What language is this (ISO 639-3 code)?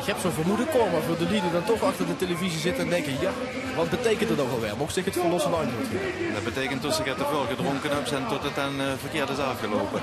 lim